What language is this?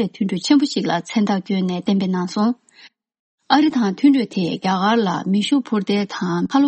Tibetan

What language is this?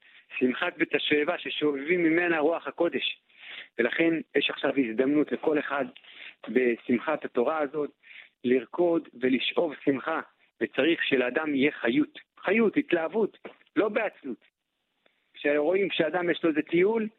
Hebrew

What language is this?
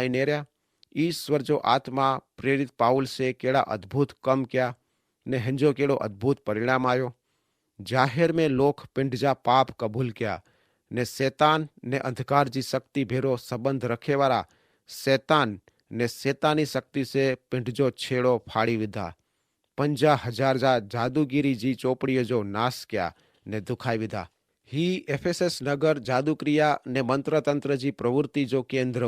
Kachhi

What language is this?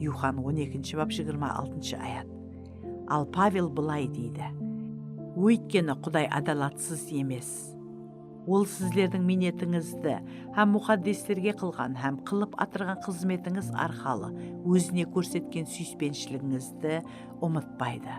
Kara-Kalpak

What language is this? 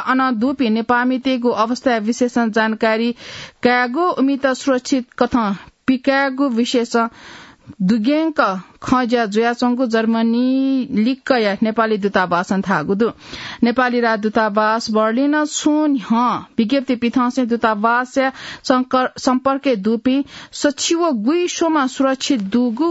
Newari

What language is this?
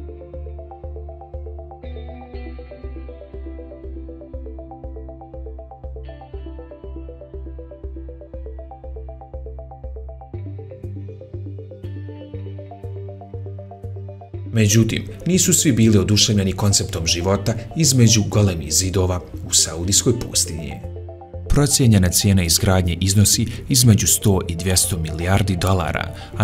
Bosnian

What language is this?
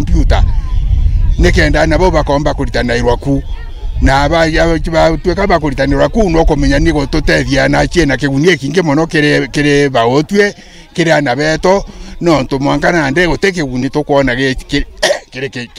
Meru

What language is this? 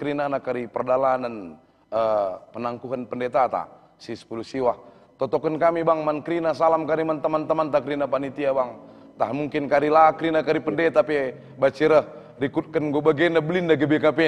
Batak Karo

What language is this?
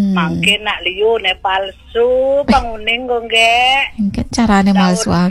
Balinese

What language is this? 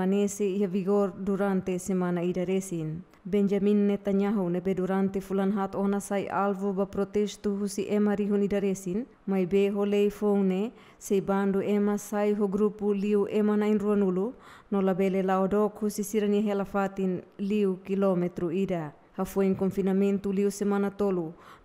Tetum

